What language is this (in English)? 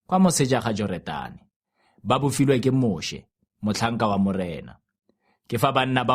Tswana